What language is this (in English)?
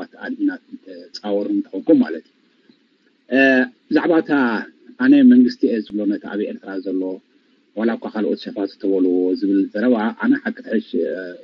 Tigrinya